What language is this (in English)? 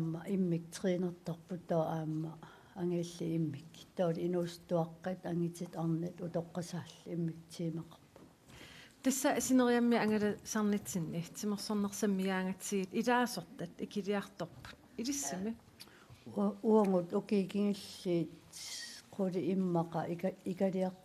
Kalaallisut